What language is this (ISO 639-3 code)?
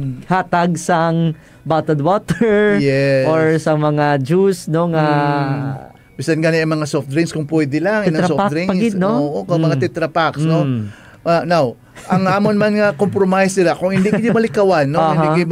hil